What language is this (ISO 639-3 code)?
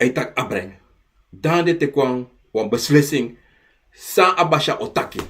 srn